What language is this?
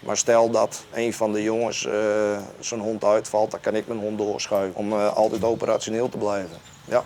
Western Frisian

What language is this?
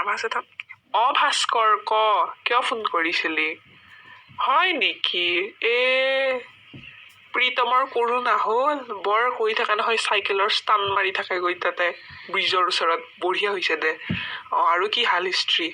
Assamese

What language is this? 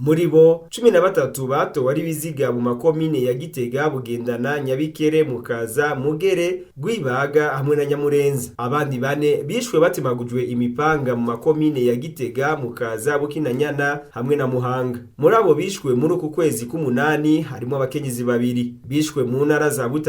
Rundi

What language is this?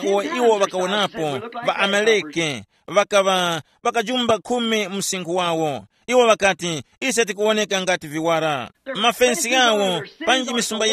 Tumbuka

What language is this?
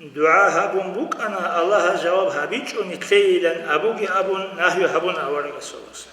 Avaric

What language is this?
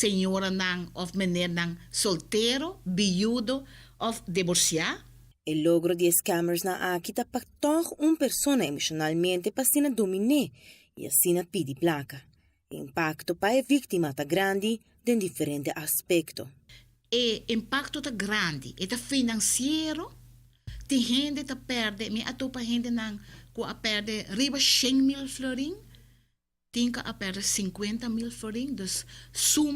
Papiamento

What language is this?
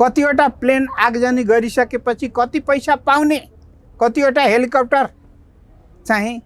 Nepali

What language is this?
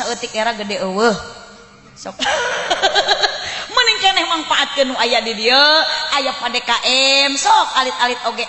Sundanese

